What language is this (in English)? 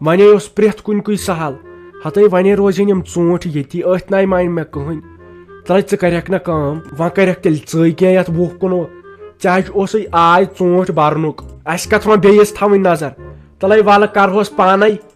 Kashmiri